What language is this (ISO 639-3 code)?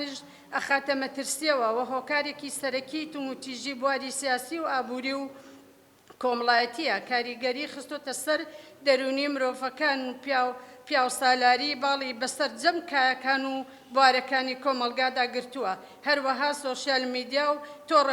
ckb